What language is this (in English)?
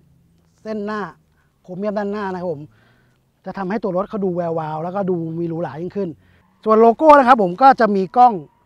Thai